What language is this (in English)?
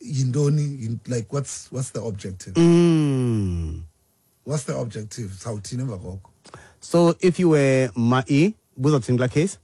Xhosa